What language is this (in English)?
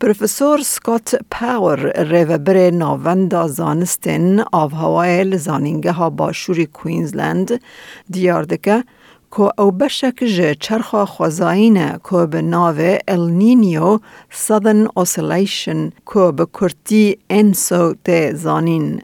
Kurdish